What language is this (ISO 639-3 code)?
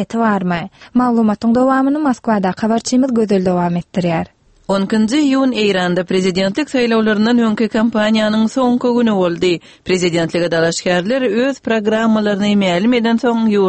tuk